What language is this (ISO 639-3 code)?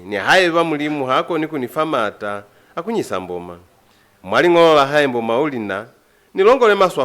loz